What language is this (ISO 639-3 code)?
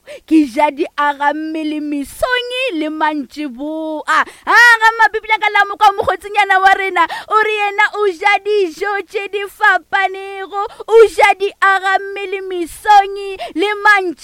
nso